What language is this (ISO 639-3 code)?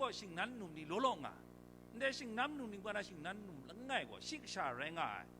kac